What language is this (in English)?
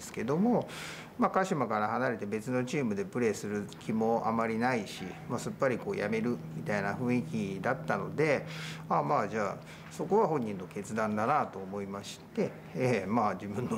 Japanese